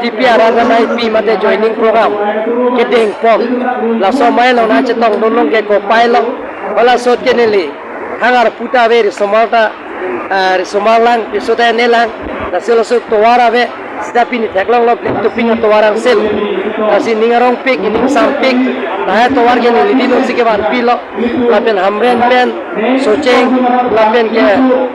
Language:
Karbi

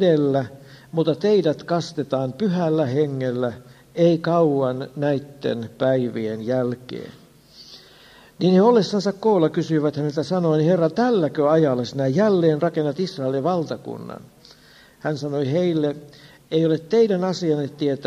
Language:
Finnish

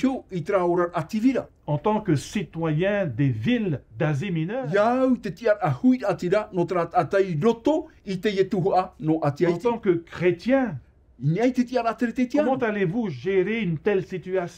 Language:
Tahitian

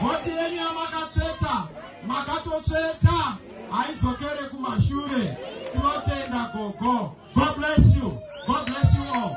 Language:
Shona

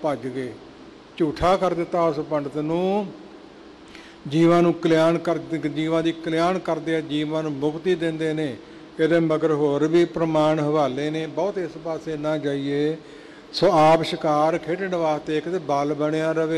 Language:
Punjabi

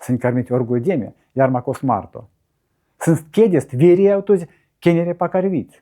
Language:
Erzya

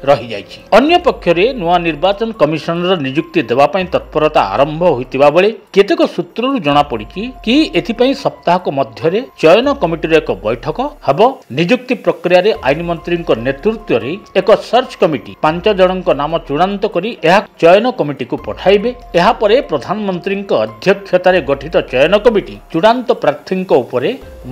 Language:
Odia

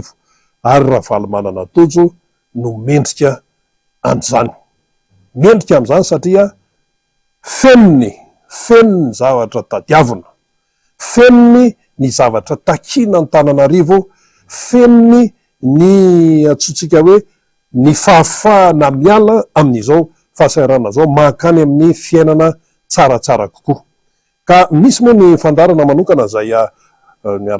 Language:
Malagasy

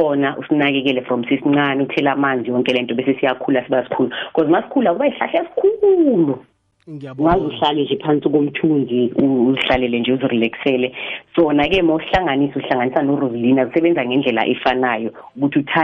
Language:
South Ndebele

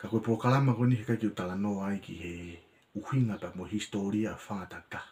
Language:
Tongan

